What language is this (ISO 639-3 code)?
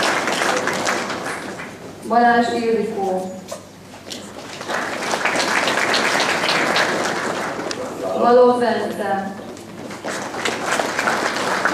hun